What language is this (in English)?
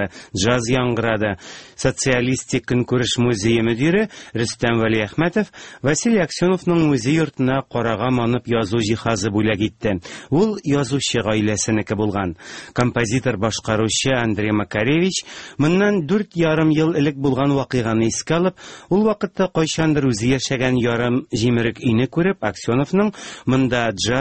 Tatar